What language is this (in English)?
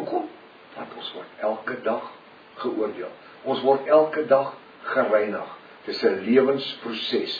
Afrikaans